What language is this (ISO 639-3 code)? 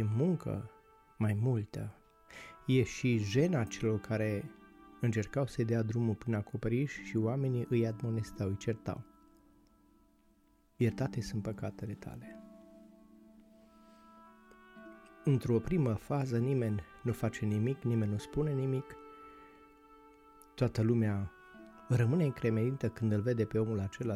ron